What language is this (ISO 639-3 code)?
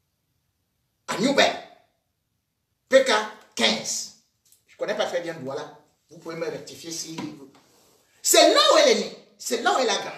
fra